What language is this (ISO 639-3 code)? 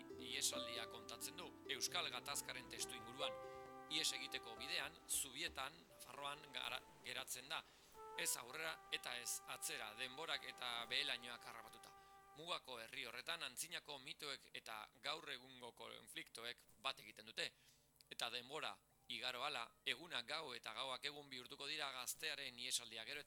eus